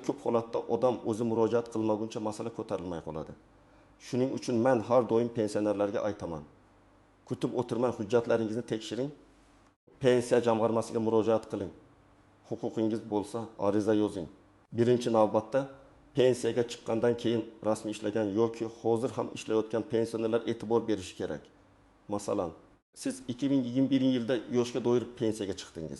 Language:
Uzbek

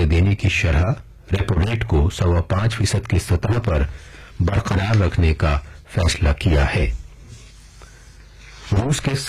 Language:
Urdu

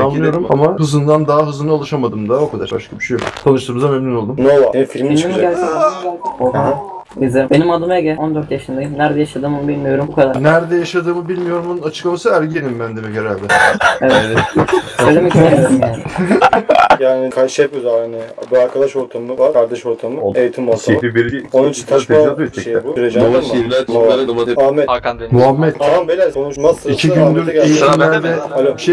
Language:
Turkish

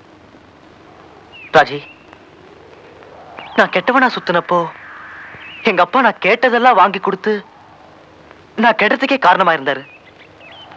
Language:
Tamil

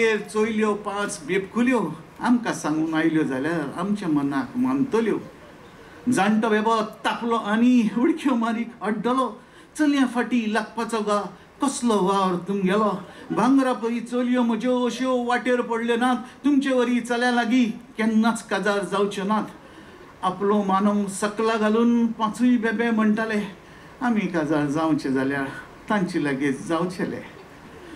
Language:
Konkani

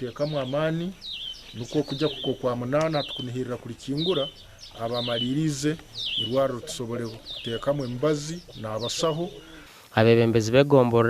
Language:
Nyankole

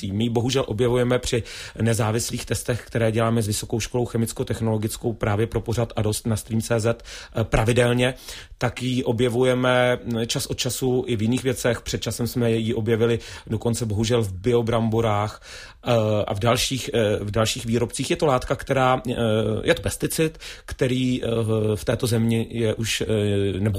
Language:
Czech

